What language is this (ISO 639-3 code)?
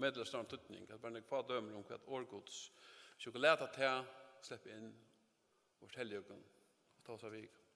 fao